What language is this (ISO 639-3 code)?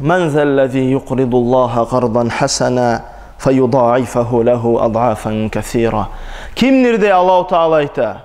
kum